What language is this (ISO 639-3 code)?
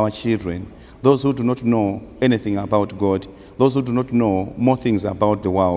eng